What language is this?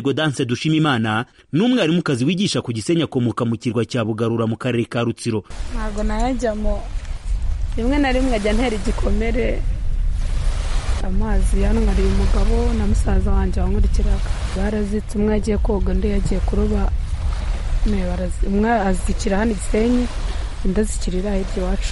Kinyarwanda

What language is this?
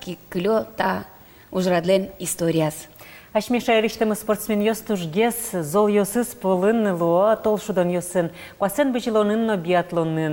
Udmurt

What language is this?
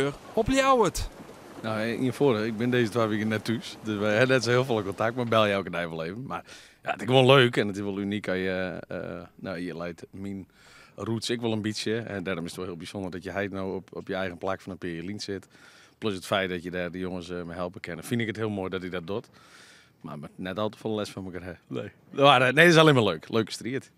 Western Frisian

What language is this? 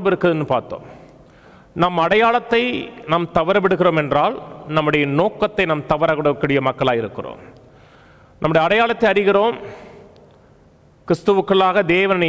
Tamil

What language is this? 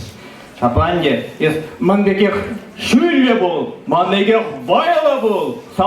Chuvash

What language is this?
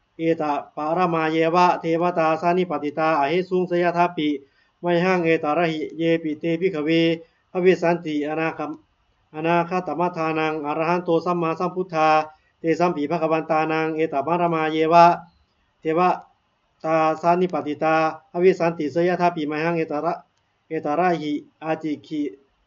Pali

